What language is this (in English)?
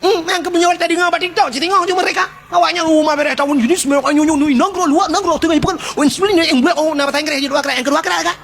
Achinese